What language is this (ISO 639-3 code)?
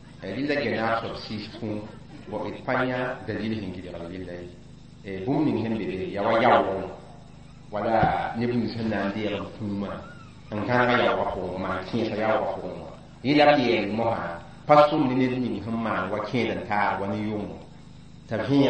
mos